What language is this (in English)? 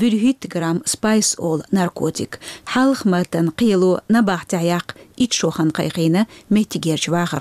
Chechen